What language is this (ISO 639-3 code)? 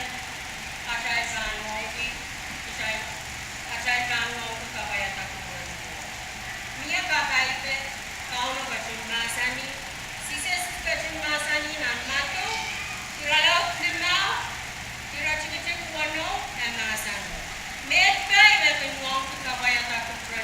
pon